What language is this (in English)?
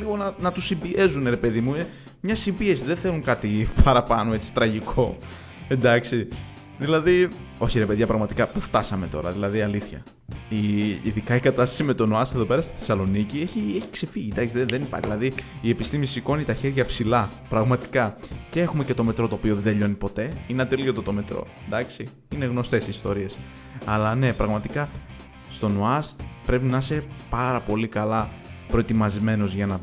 Greek